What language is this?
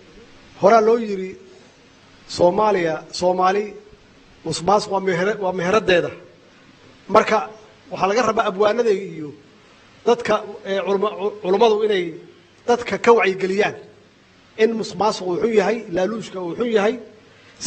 Somali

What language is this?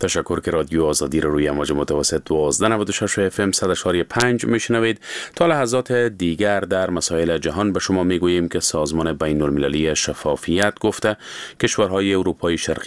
Persian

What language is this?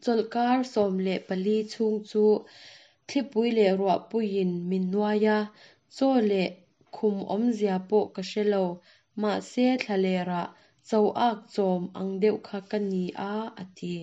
Mizo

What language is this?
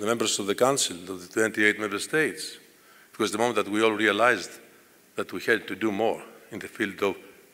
English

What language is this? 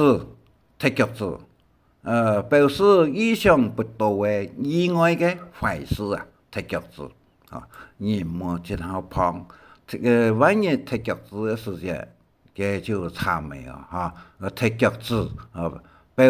Hakka Chinese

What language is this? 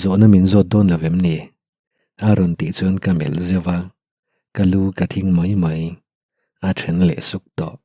Mizo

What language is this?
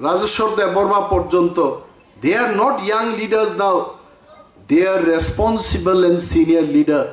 Kok Borok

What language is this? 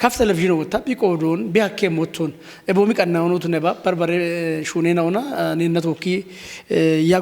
Kafa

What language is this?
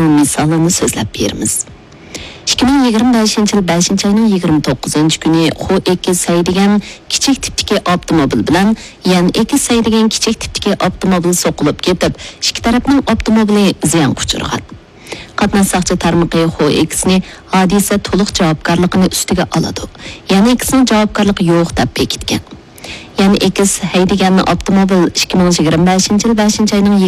Uyghur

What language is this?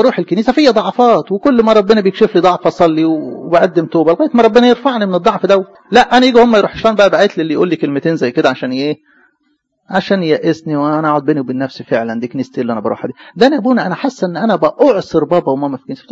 Egyptian Arabic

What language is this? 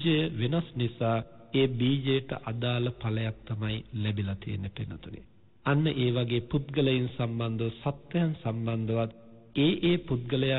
Sinhala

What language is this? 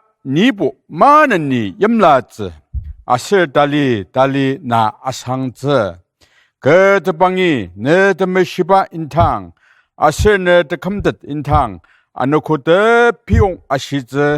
Ao Naga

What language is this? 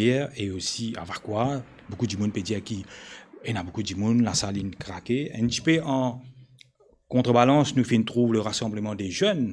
Morisyen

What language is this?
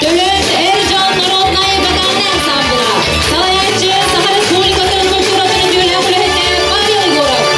Yakut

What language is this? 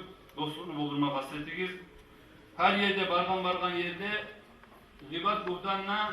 Kumyk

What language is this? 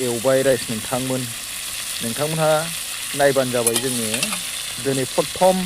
Bodo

